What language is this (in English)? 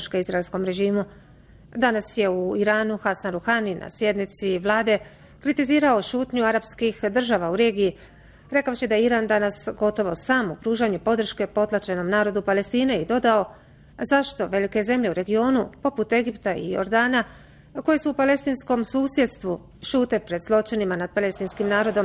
Bosnian